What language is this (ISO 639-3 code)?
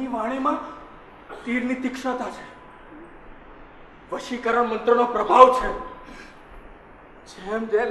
guj